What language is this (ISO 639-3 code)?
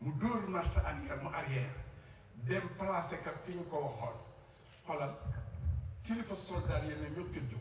wol